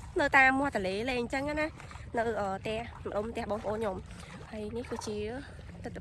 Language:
Khmer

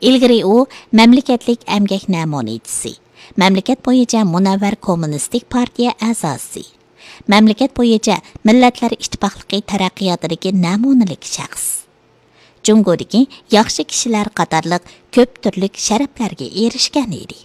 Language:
Uyghur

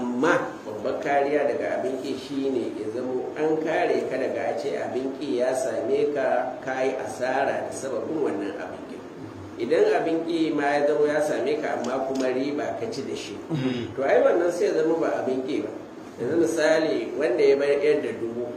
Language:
Hausa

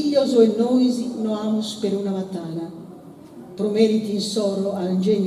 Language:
Sardinian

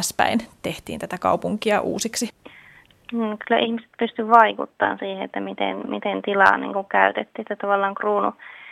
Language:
Finnish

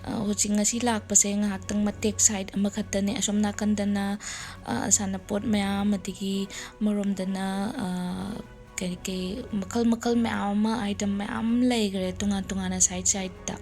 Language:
Manipuri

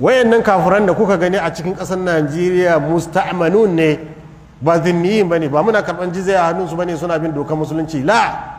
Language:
Hausa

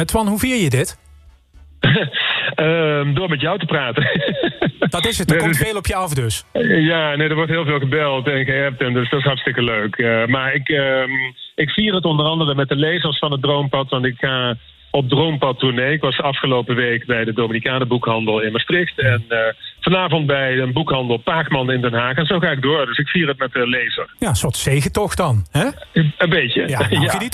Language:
Dutch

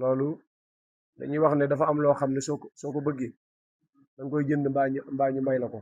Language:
Wolof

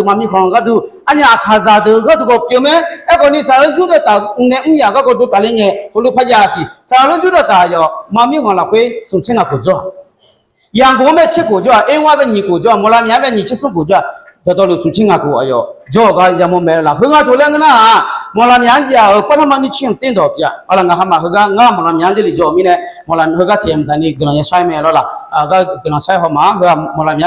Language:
Akha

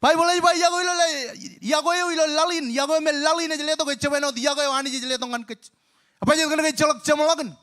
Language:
Marshallese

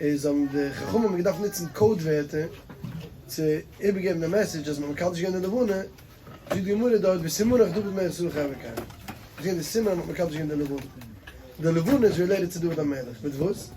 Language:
Yiddish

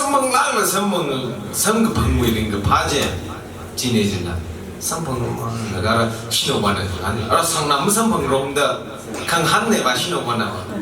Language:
Tangkhul Naga (India)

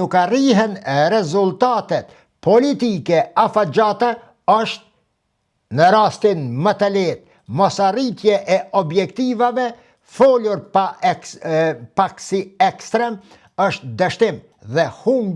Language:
Albanian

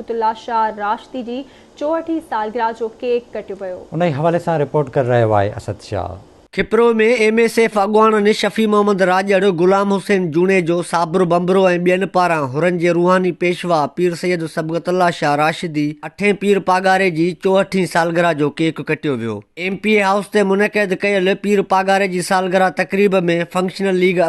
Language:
Sindhi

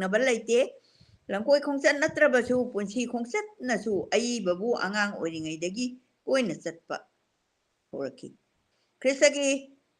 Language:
Manipuri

